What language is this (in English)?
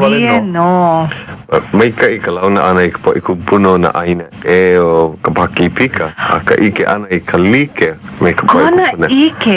Hawaiian